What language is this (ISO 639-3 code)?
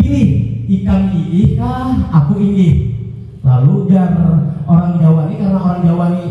bjn